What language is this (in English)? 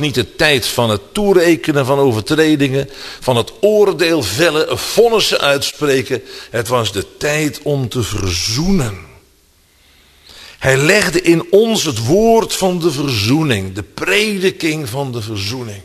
Dutch